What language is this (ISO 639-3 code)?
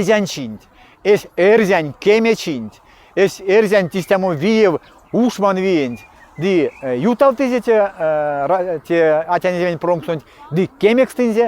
myv